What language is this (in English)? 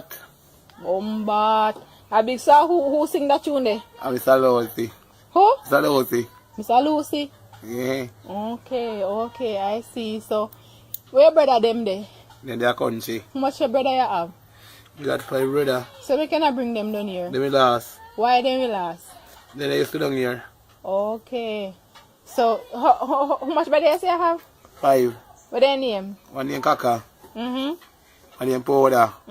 Jamaican Creole English